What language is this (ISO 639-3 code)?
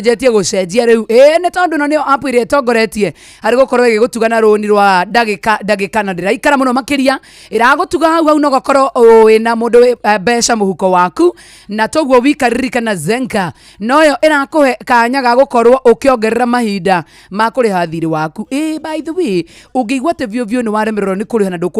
kik